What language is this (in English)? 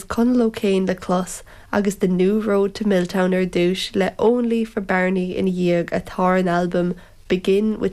Irish